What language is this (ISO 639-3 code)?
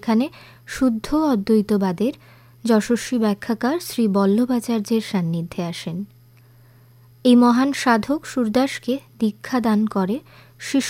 ben